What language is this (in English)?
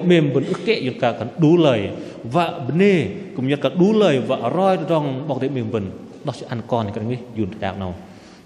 Bahnar